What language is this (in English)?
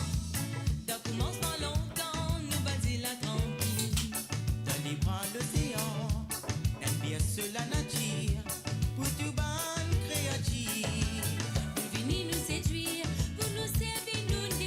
Morisyen